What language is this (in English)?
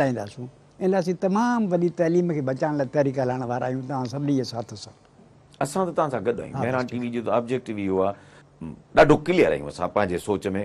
Sindhi